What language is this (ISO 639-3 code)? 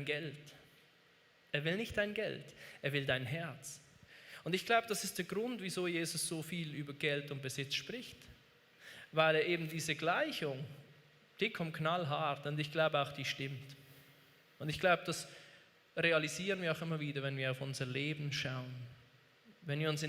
gsw